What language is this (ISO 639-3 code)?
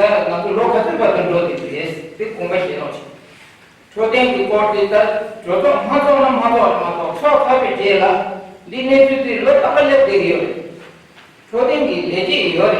bod